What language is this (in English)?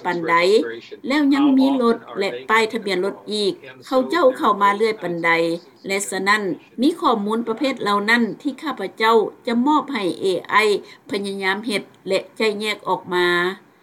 Lao